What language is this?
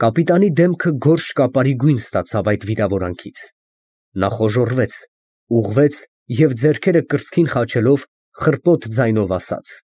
Armenian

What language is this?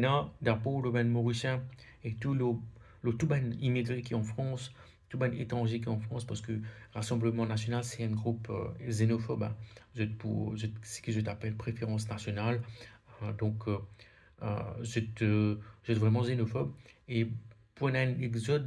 Morisyen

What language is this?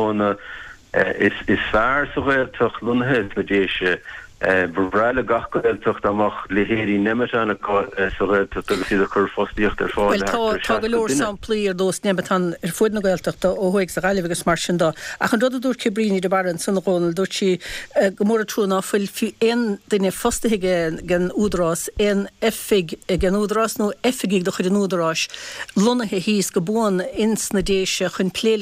Irish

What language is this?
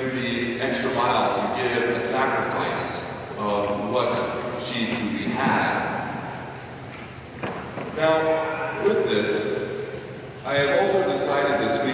English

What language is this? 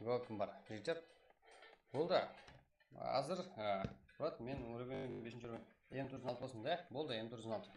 Kara-Kalpak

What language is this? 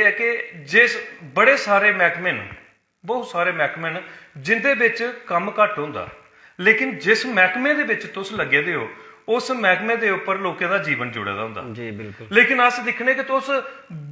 Dogri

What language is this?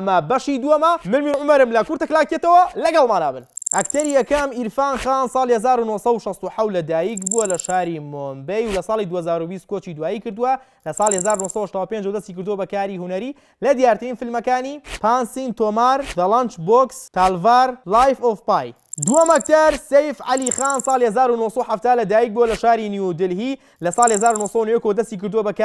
Central Kurdish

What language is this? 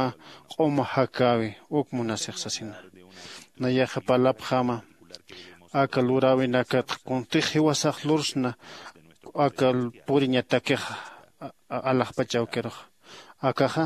Aymara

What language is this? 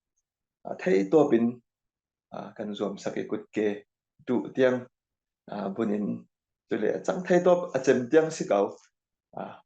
Falam Chin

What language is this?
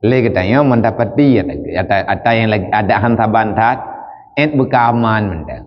Achinese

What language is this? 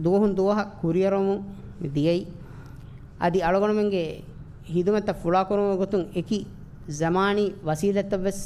Divehi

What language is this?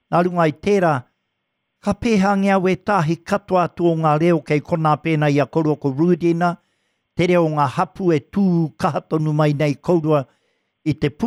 Māori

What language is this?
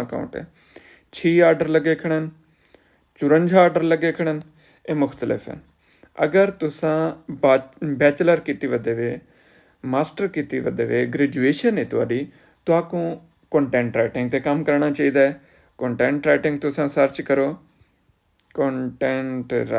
Saraiki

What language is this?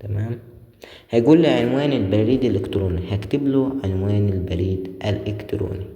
Egyptian Arabic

